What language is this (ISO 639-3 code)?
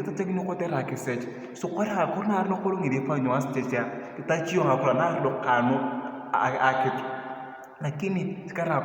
tuv